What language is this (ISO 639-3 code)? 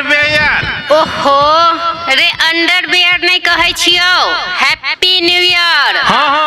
mai